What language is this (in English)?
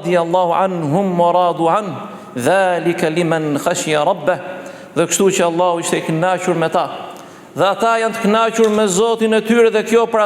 Albanian